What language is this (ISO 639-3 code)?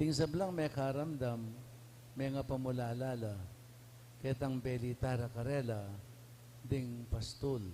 pam